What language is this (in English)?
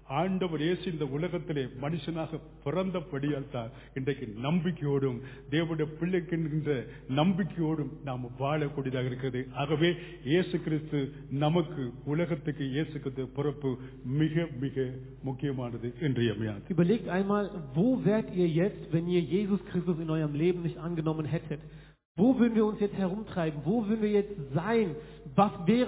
Tamil